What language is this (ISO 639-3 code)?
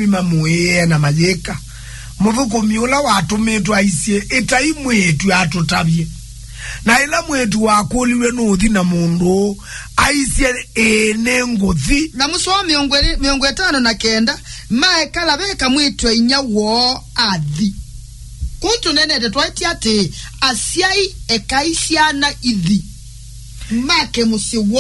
kam